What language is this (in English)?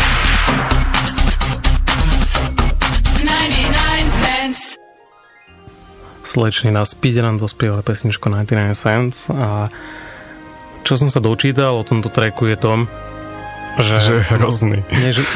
Slovak